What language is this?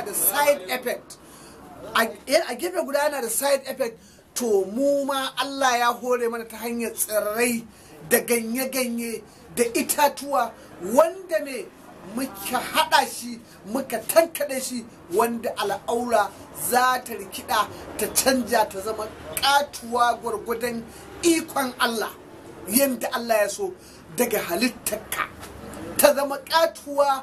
Hausa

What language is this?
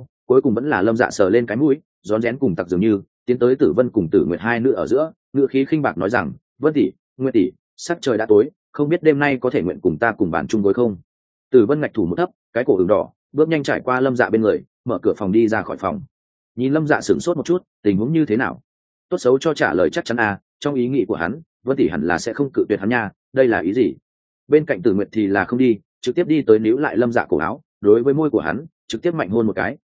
Vietnamese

